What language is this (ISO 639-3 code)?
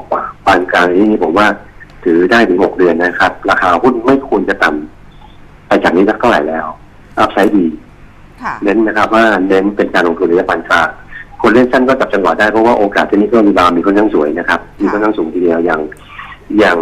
tha